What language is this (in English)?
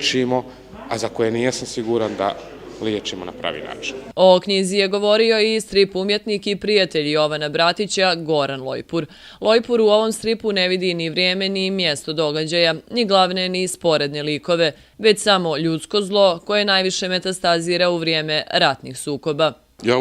Bosnian